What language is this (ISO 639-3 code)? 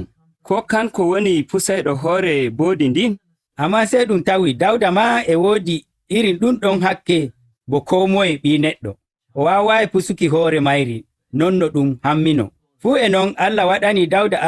fuv